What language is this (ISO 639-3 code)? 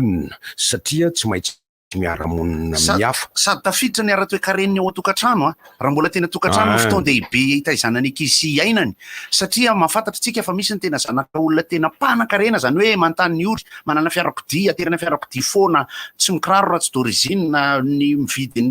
mlg